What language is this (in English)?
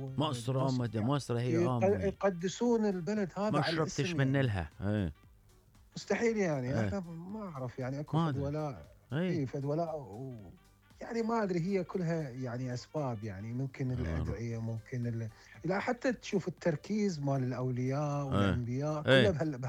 Mesopotamian Arabic